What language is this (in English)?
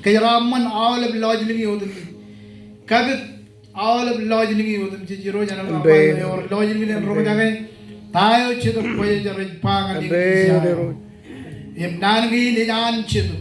Marshallese